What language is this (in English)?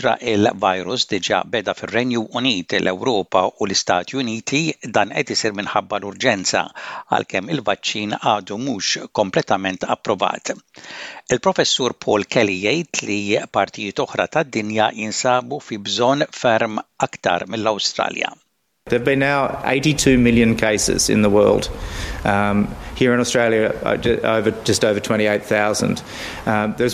Maltese